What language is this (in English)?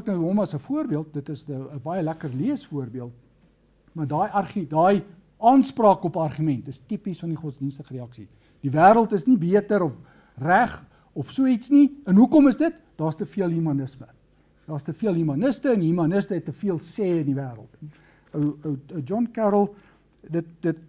Afrikaans